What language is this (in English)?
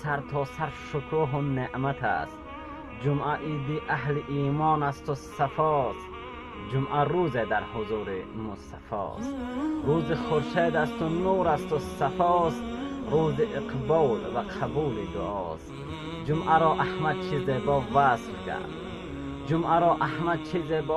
Tajik